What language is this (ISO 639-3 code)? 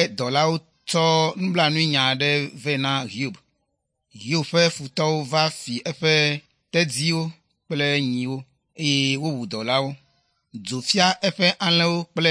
ewe